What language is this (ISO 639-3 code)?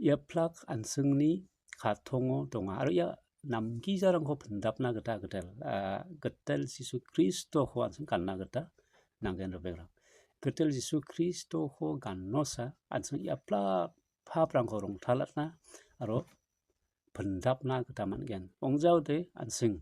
grt